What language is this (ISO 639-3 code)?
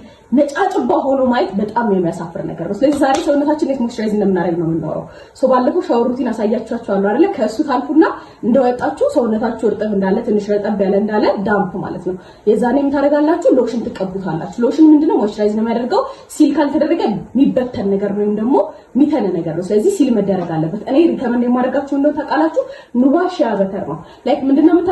amh